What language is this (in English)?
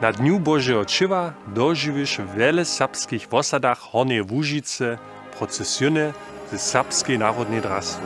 Upper Sorbian